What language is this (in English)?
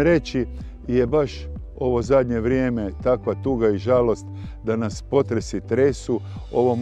Croatian